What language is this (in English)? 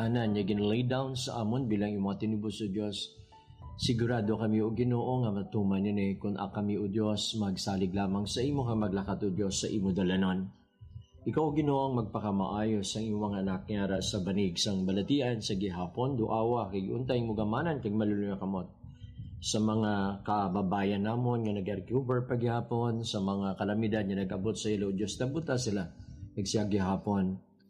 Hiligaynon